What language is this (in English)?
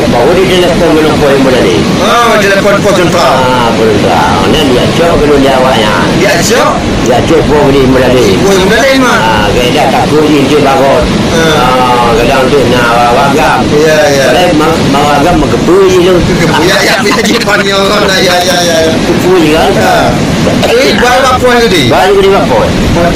Achinese